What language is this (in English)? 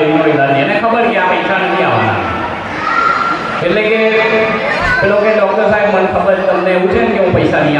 Gujarati